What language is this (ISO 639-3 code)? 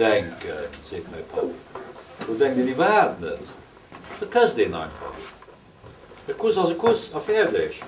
ltz